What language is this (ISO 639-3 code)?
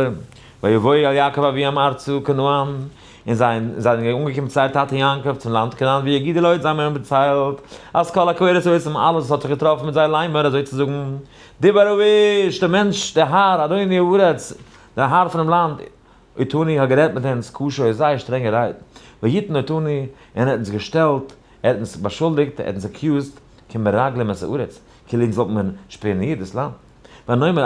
yid